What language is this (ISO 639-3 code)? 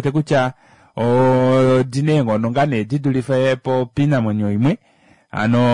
kua